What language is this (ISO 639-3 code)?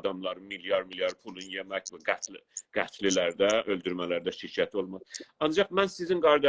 azb